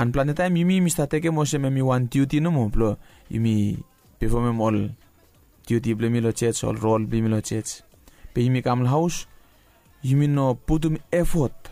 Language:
Bislama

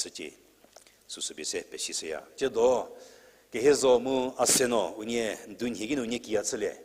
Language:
Angami Naga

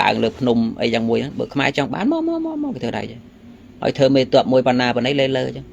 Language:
Khmer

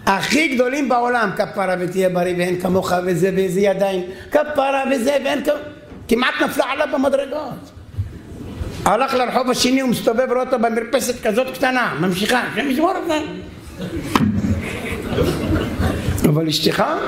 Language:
Hebrew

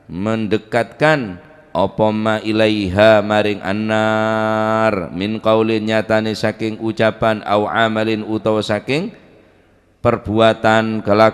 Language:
Madurese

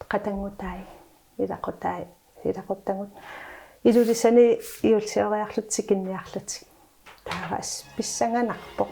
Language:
Kalaallisut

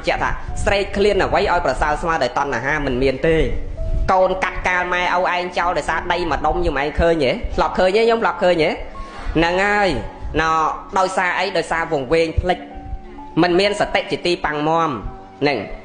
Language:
Khmer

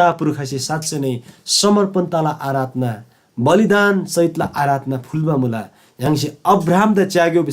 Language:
Eastern Tamang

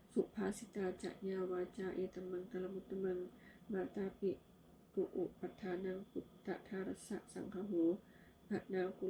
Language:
Pali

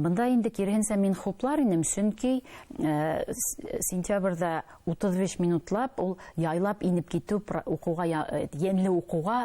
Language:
Bashkir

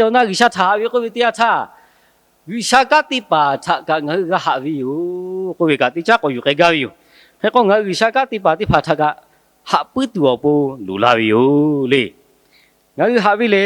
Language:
Lahu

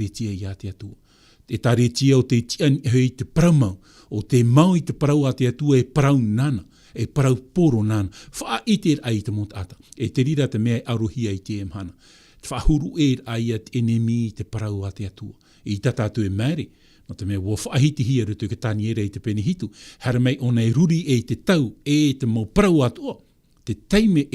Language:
Tahitian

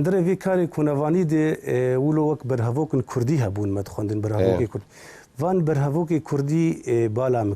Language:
Kurdish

